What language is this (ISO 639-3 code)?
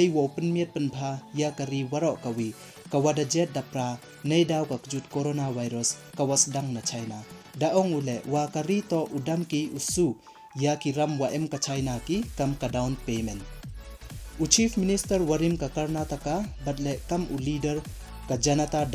pbv